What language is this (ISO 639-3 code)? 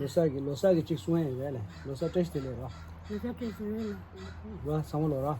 bod